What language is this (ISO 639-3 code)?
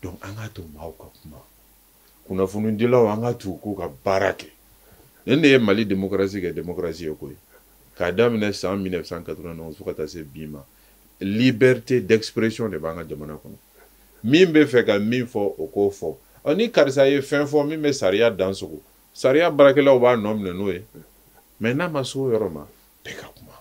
bam